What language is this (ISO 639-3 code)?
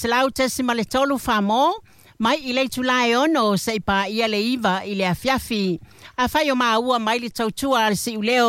smo